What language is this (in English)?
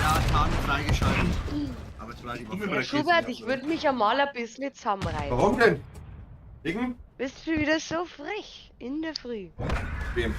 Bavarian